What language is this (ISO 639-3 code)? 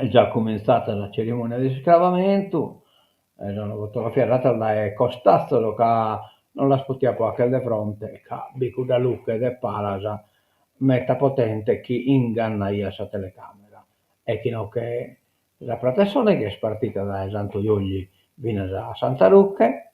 srd